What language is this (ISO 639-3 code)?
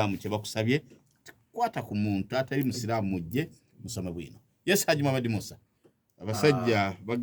lug